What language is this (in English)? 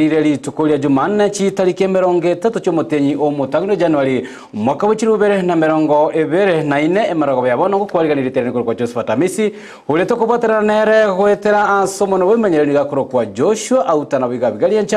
Gusii